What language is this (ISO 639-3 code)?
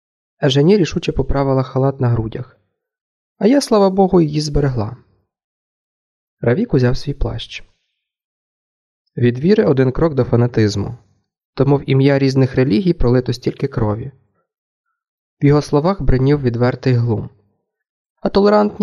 ukr